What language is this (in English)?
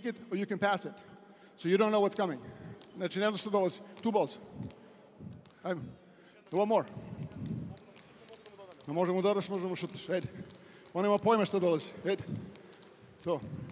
Serbian